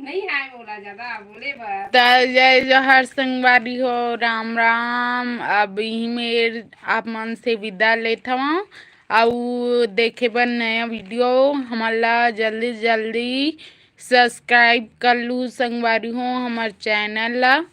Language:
Chhattisgarhi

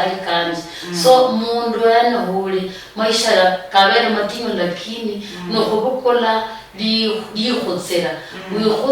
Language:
Luyia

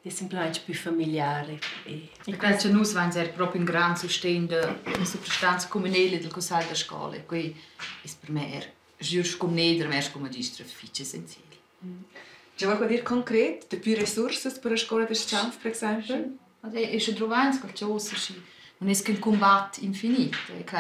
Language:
Romansh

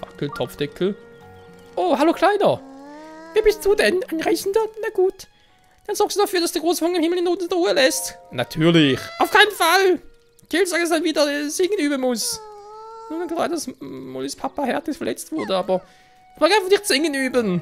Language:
Swiss German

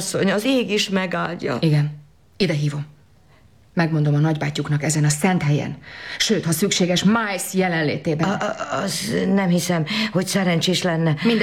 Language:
Hungarian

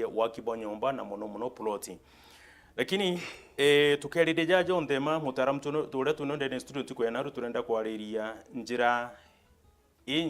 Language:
Meru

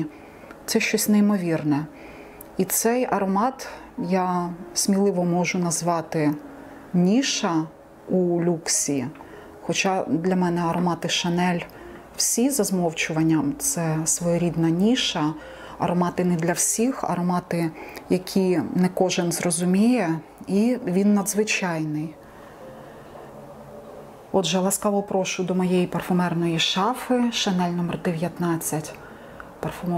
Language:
Ukrainian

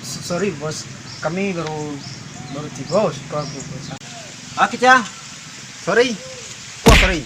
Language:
Minangkabau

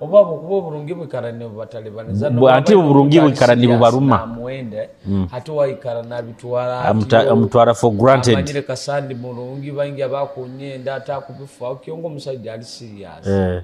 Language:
Nyoro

